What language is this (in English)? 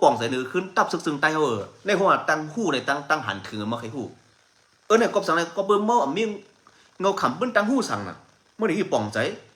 Shan